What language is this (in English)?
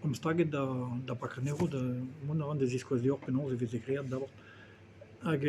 Breton